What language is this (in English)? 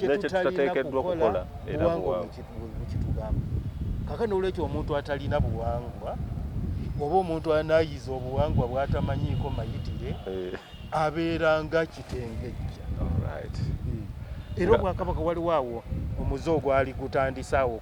Ganda